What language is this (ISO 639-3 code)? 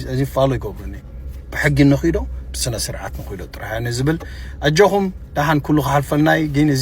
tir